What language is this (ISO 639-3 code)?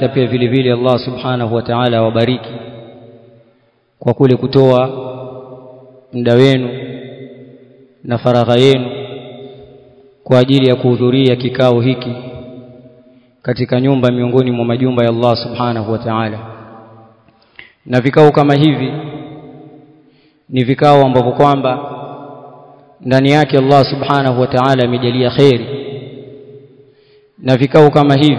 swa